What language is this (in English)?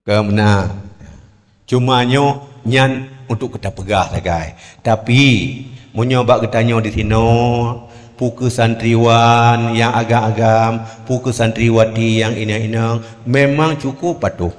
Achinese